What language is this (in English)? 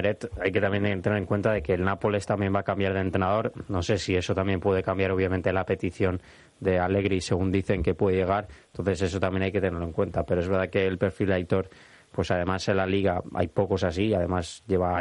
Spanish